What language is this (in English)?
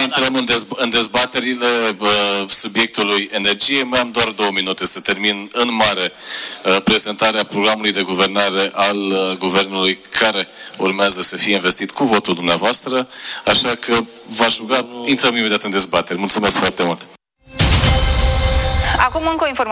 Romanian